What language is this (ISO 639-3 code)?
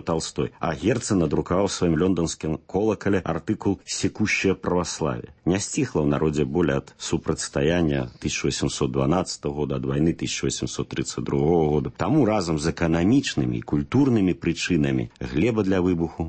bel